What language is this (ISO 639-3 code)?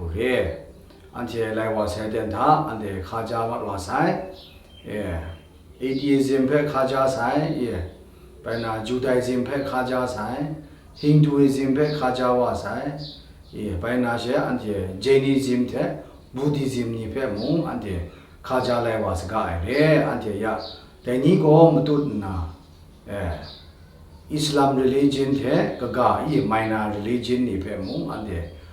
kac